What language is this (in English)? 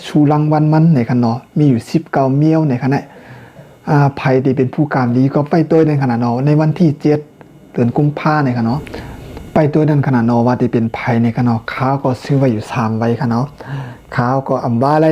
Shan